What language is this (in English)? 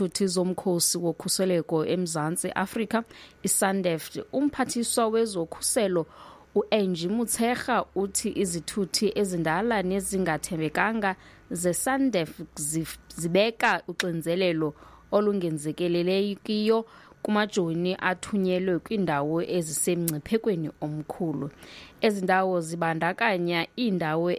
Xhosa